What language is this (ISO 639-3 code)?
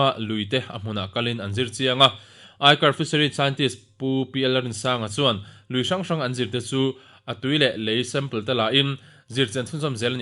lus